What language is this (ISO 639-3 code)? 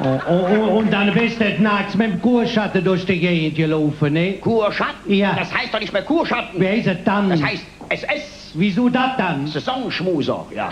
ksh